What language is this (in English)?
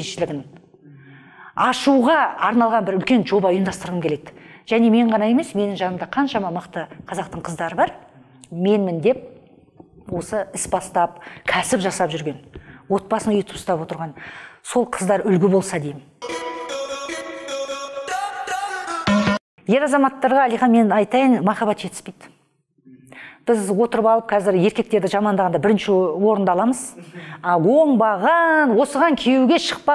Kazakh